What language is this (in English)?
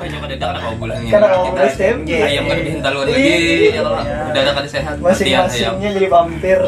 Banjar